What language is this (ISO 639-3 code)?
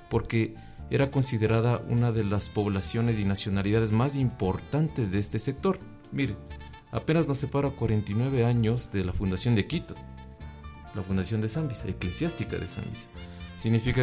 spa